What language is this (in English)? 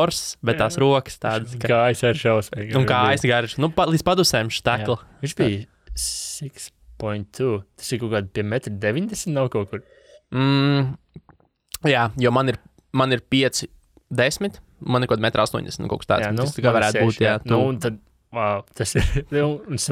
Latvian